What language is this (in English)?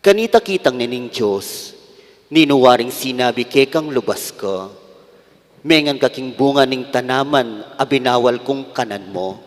Pampanga